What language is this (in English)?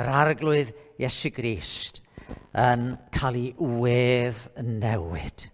Welsh